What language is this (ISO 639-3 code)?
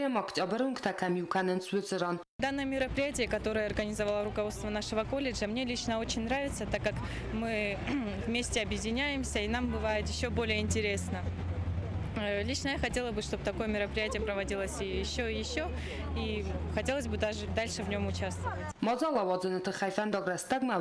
oss